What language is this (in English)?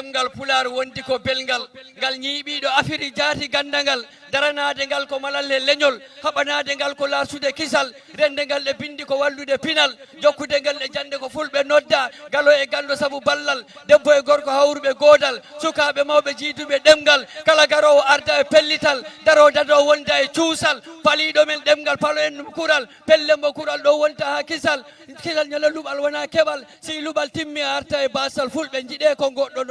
Fula